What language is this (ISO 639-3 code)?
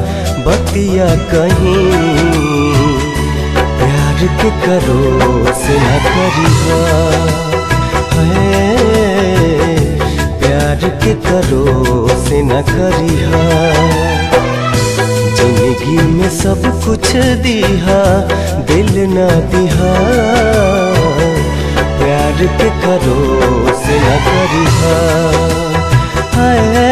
bho